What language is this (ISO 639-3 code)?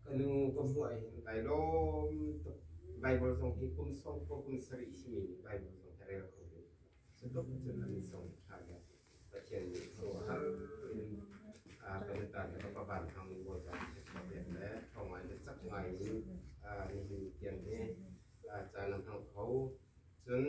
cnh